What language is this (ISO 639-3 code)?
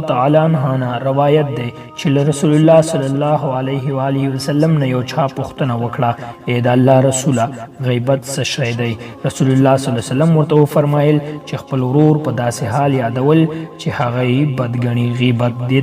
pus